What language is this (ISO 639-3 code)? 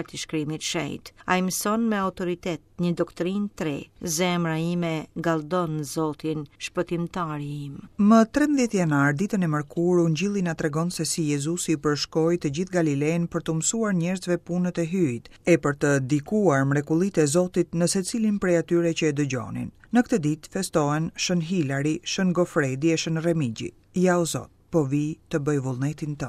sqi